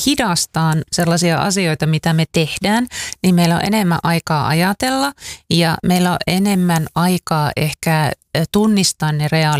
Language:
Finnish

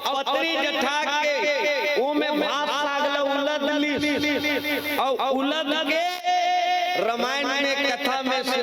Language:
Chhattisgarhi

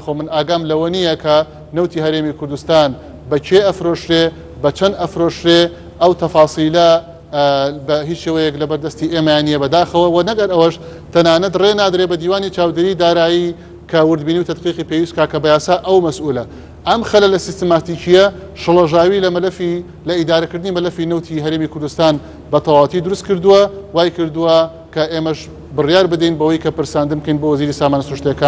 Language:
Central Kurdish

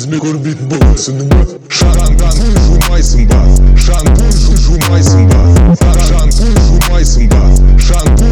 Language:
Kazakh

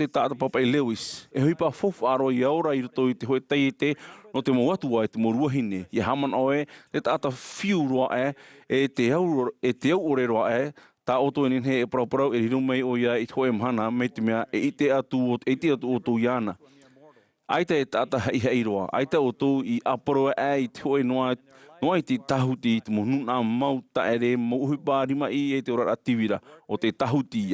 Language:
Tahitian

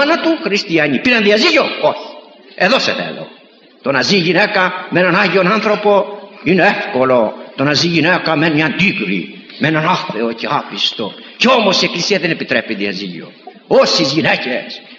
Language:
Greek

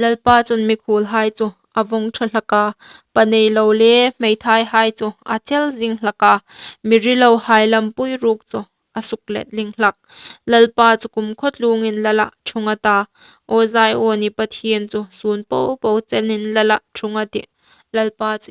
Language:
Hmar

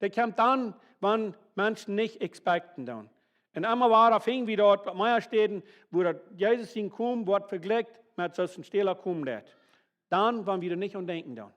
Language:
Plautdietsch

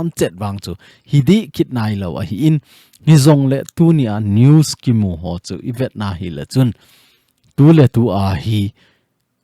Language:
Thado Chin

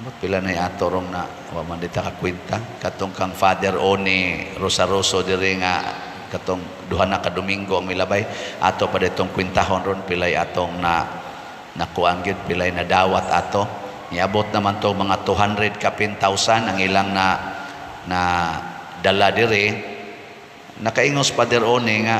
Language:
Cebuano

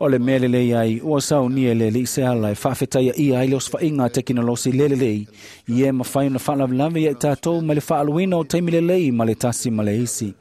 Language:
Samoan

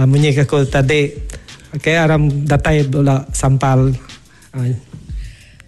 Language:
Iban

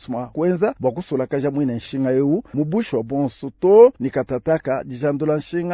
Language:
Luba-Lulua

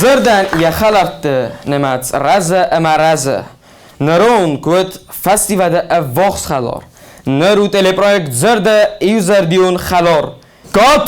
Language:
Ossetic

